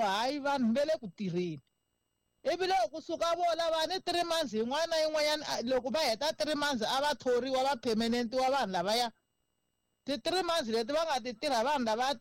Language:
Tsonga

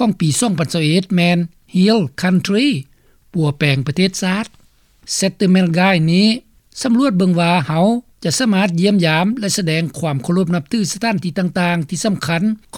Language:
Lao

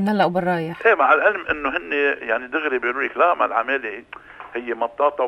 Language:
North Levantine Arabic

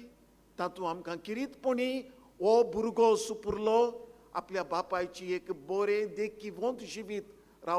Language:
Konkani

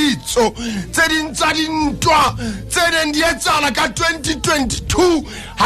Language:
Southern Sotho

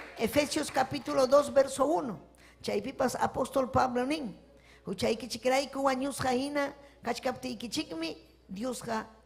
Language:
Ayacucho Quechua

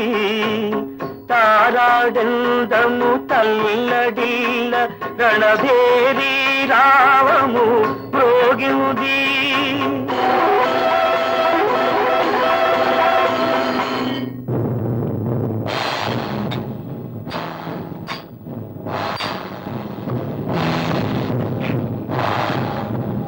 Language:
Telugu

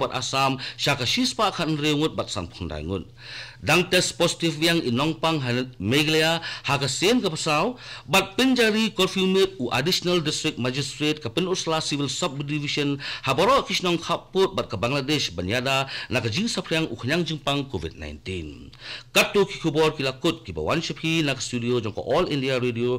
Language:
Khasi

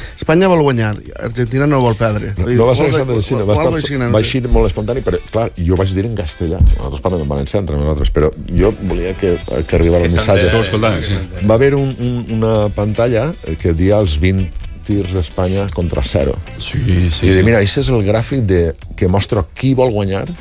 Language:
Catalan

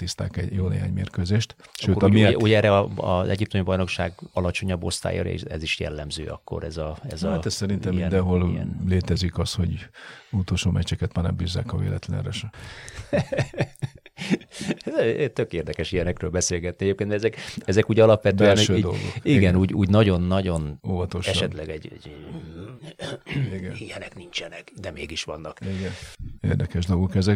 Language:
Hungarian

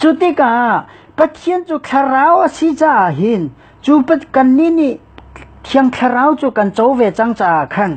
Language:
Hakha Chin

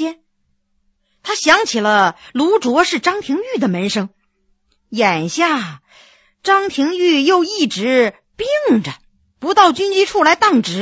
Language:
Chinese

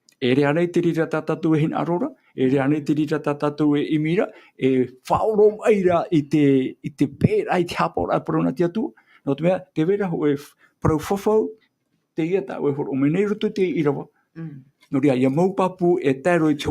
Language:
Tahitian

